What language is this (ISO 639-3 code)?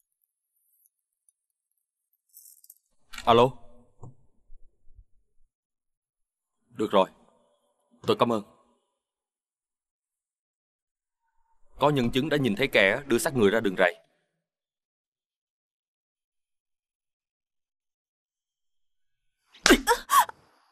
vie